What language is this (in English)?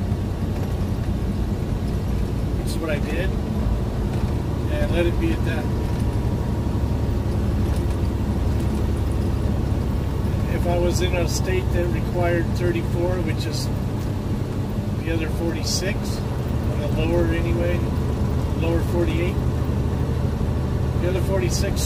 English